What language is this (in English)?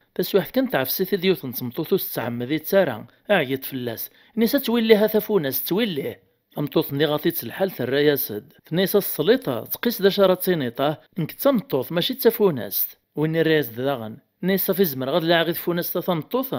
Kabyle